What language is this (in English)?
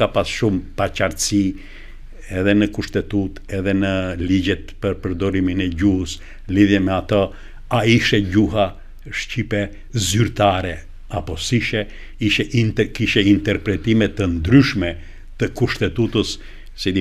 Albanian